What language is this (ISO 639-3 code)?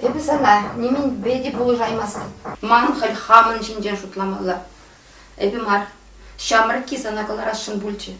chv